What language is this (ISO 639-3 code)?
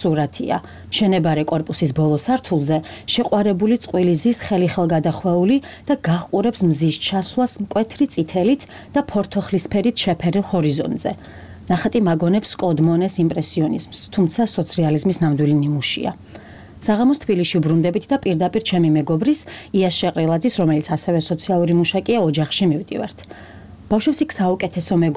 kat